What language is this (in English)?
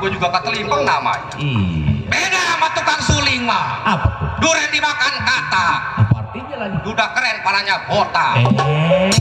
Betawi